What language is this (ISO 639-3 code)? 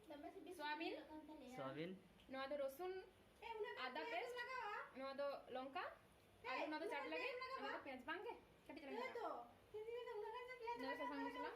sat